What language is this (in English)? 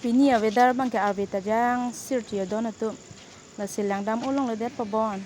Karbi